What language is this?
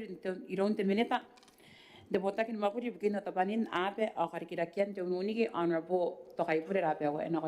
Gilbertese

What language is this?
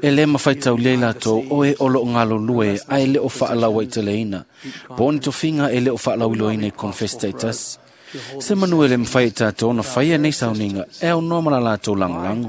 Samoan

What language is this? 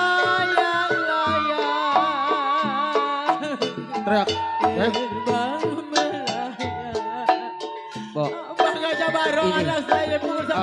Betawi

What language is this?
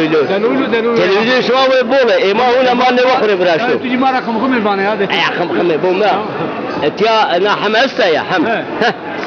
Zaza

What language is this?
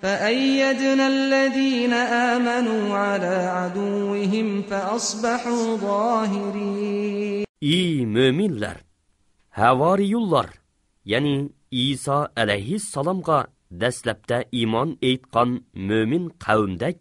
Uyghur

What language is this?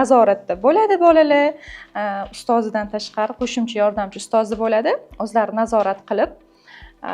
Uzbek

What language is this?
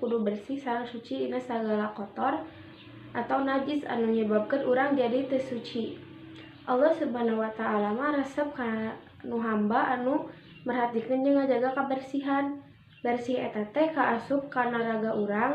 Sundanese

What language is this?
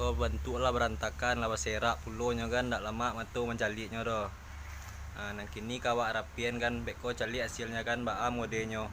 Minangkabau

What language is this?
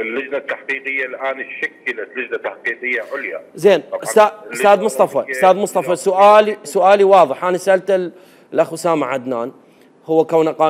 Mesopotamian Arabic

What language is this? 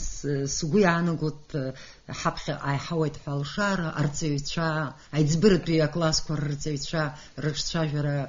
Abkhazian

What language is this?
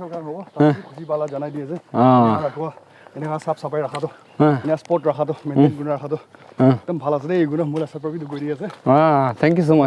Naga Pidgin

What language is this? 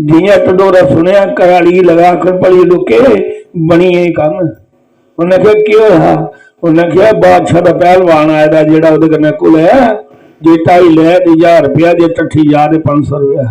Dogri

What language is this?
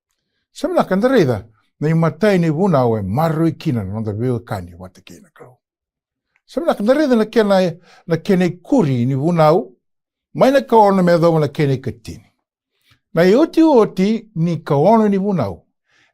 Fijian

